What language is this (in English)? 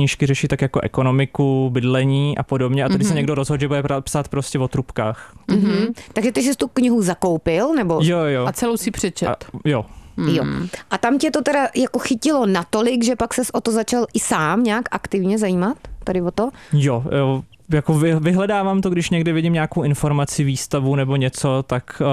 Czech